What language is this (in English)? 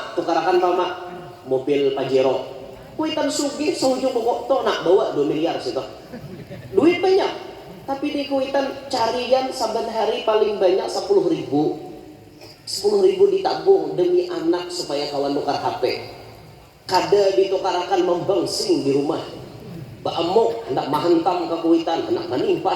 Banjar